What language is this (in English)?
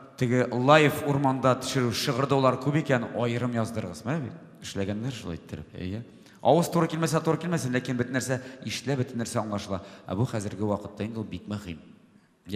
Tatar